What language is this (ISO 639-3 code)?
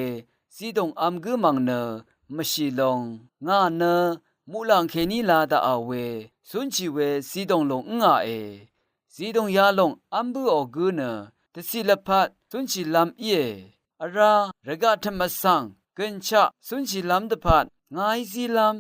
raw